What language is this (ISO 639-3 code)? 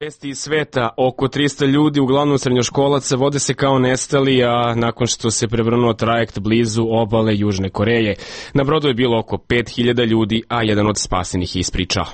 srp